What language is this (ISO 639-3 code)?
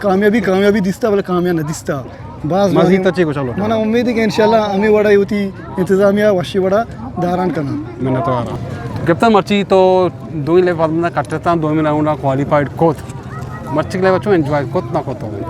bgp